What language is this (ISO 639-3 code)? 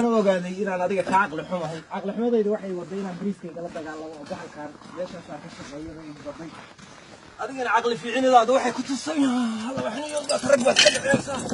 som